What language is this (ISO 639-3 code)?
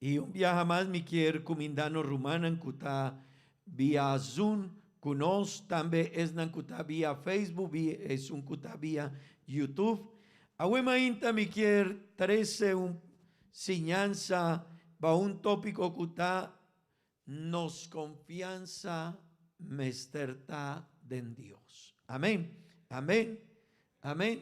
pap